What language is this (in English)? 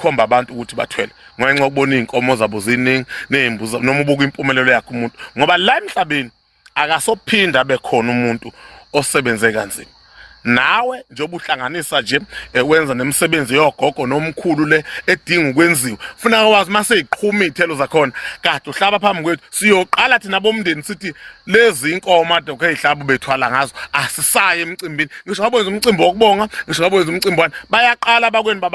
Zulu